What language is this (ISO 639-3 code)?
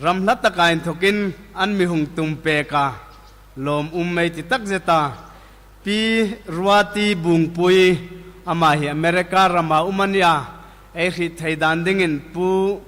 hmr